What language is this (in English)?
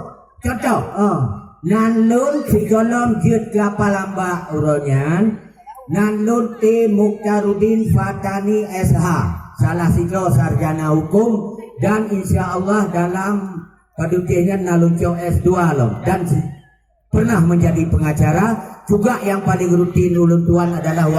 Achinese